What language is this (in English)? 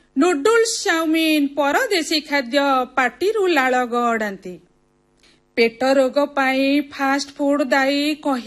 Odia